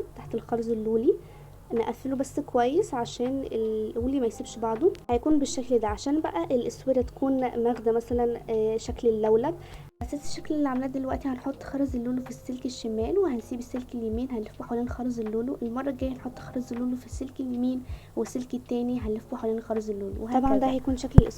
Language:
Egyptian Arabic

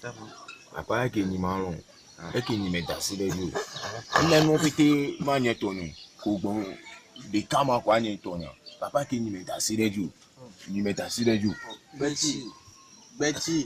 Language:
Ewe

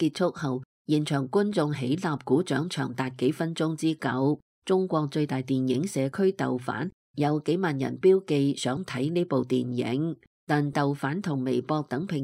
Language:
Cantonese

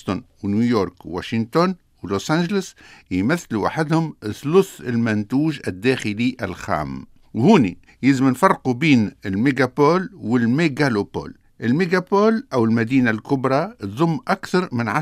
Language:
Tunisian Arabic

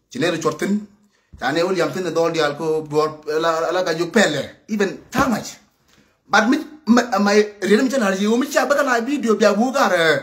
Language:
Nuer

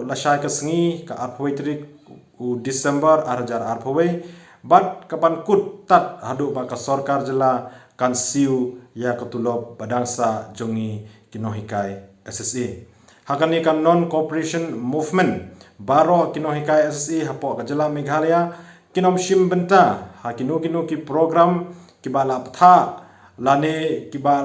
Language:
Khasi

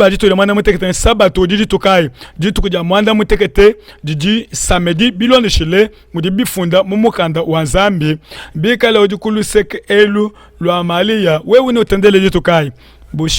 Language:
Luba-Lulua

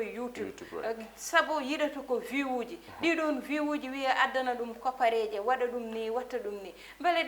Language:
Fula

